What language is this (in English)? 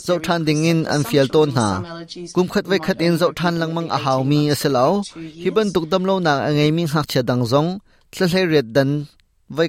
Hakha Chin